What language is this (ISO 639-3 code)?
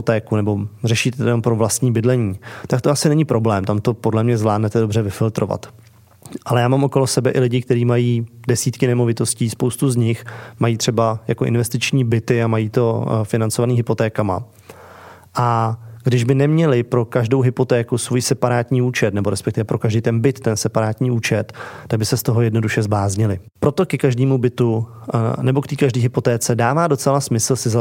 ces